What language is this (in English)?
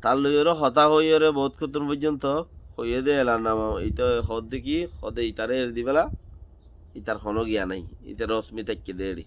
Rohingya